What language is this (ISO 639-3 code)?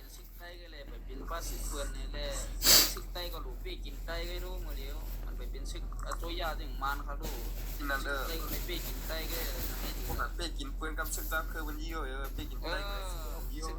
shn